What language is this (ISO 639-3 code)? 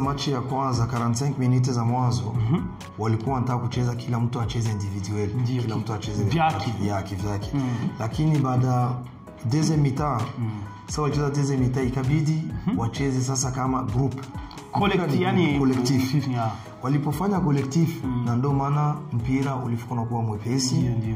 swa